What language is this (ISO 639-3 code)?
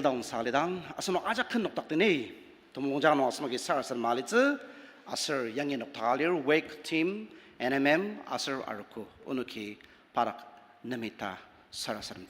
njo